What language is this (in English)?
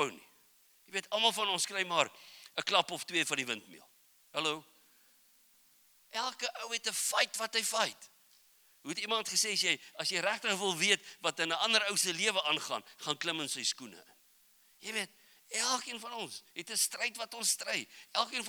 Afrikaans